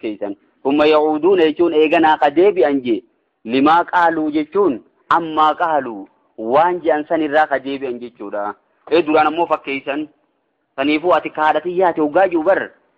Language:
Oromo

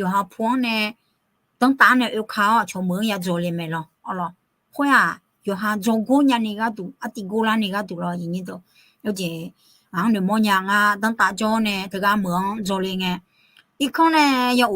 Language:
Akha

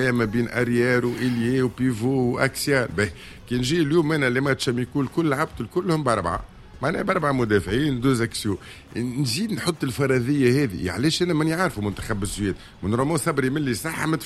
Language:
Tunisian Arabic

